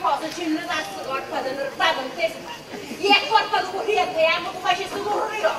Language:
Sicilian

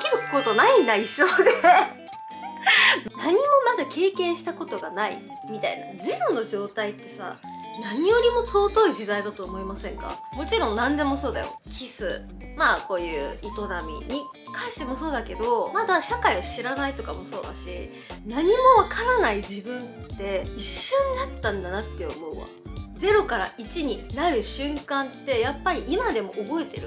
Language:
Japanese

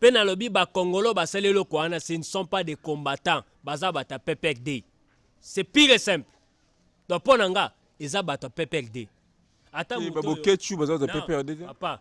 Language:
Lingala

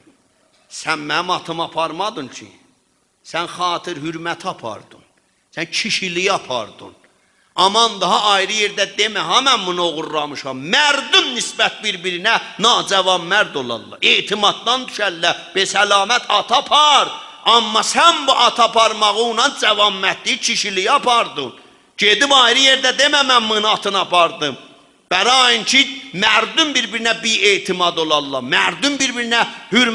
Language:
South Azerbaijani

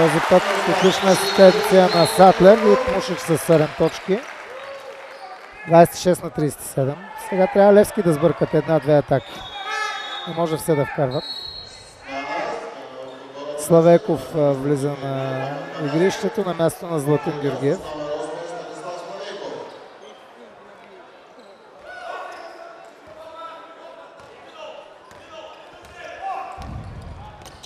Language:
Bulgarian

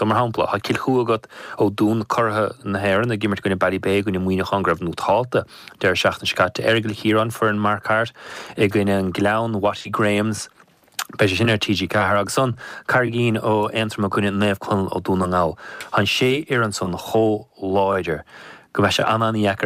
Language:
Irish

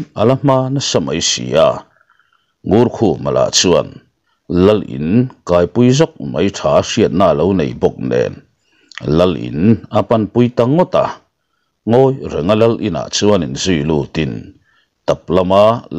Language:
Mizo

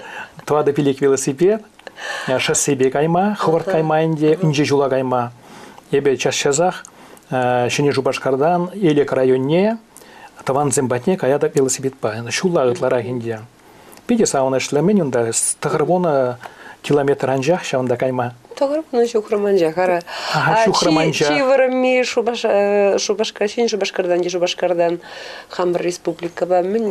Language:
Chuvash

